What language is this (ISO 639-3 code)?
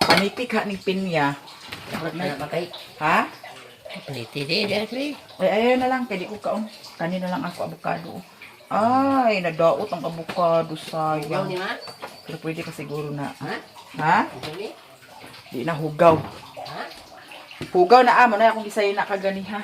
ceb